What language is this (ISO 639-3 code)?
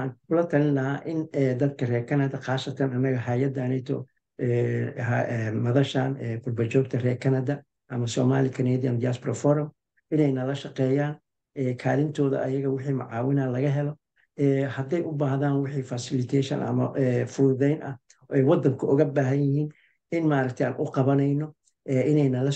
som